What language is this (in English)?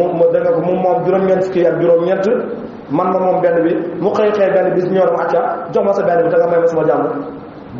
Wolof